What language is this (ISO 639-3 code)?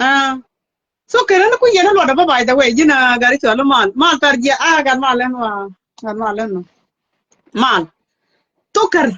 nus